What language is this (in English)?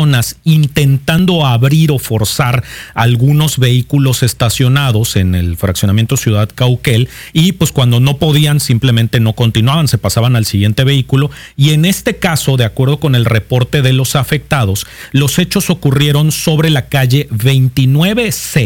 Spanish